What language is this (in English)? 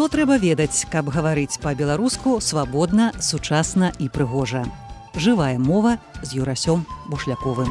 Belarusian